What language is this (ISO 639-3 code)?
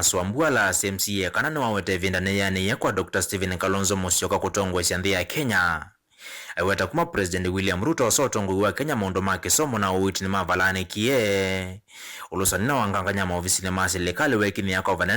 kam